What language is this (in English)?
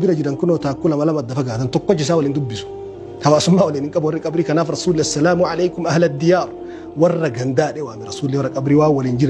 Oromo